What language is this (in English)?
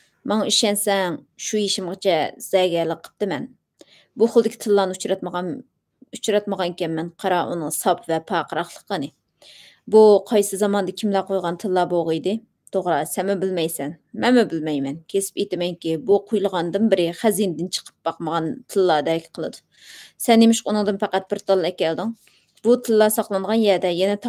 Uyghur